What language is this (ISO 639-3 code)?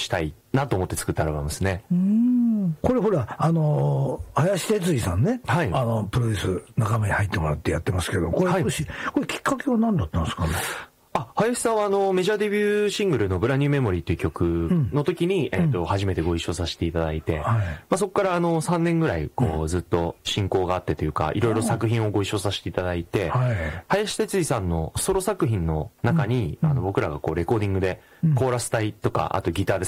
jpn